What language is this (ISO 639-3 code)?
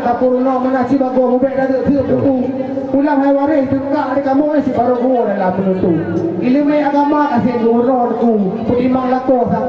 ace